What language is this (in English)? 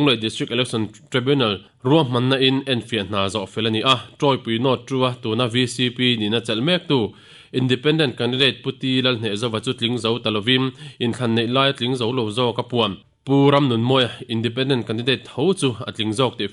Mizo